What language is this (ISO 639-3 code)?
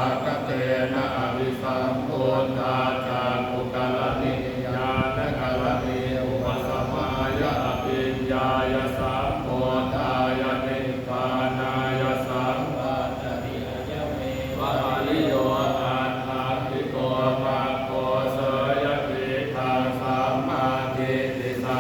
pli